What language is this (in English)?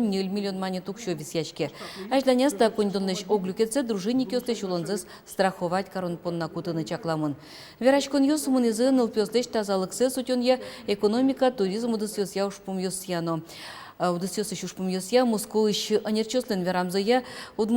Udmurt